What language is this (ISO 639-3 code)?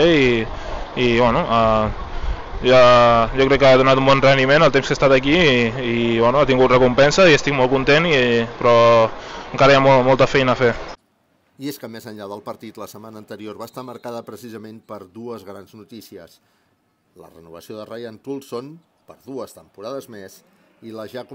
cat